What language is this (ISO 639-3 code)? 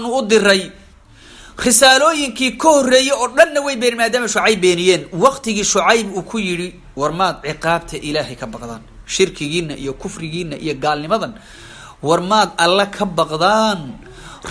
som